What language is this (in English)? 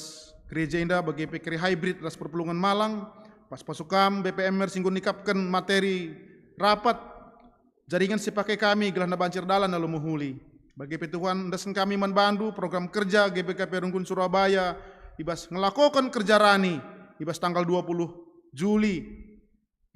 Batak Karo